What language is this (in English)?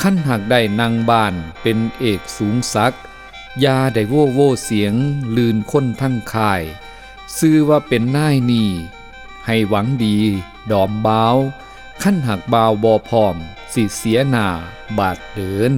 Northeastern Thai